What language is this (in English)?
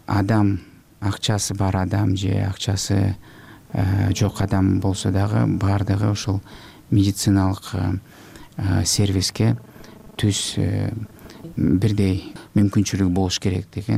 Kyrgyz